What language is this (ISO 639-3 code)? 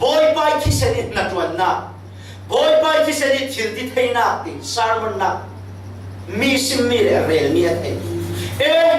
cfm